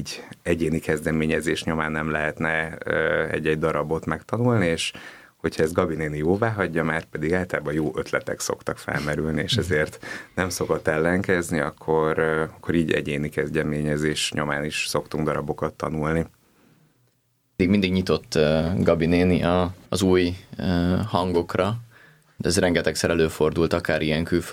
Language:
Hungarian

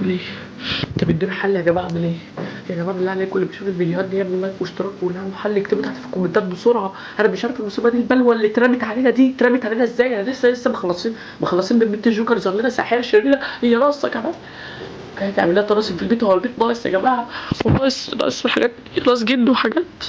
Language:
Egyptian Arabic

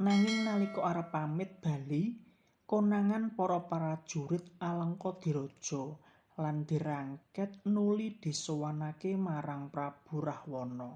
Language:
Javanese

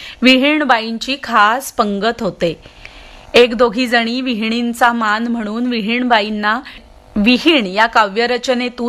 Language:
Marathi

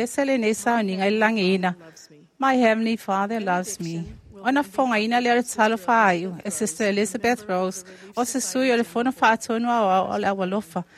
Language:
Samoan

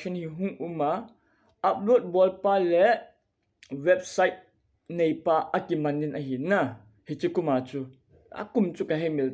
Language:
Thado Chin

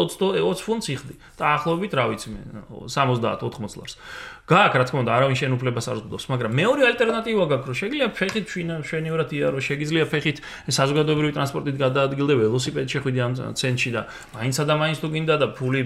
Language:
Georgian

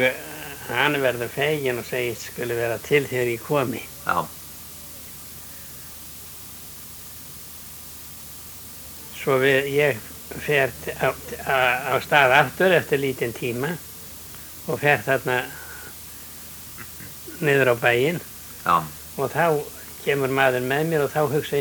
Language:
Icelandic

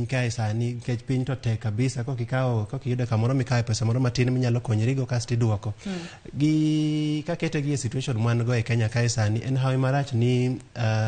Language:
Luo (Kenya and Tanzania)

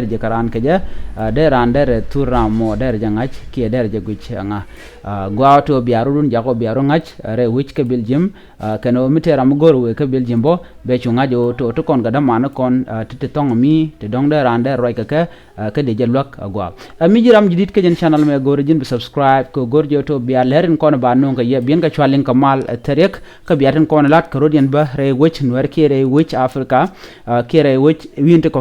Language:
Nuer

